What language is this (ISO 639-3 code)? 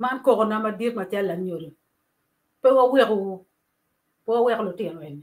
ach